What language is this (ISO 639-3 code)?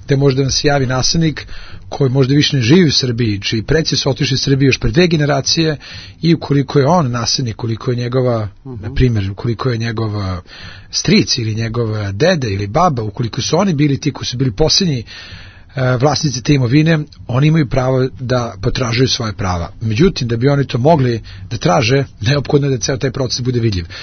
srp